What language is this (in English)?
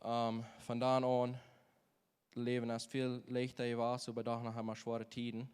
Plautdietsch